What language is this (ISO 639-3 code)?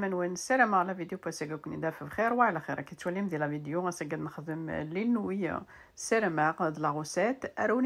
kab